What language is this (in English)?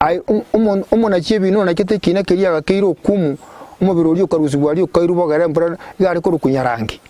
Gusii